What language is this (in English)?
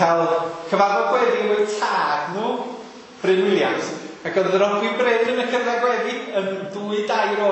Welsh